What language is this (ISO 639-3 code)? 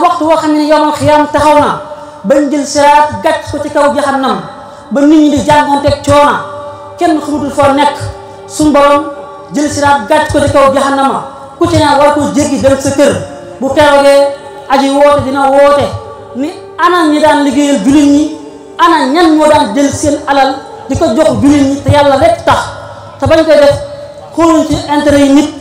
wol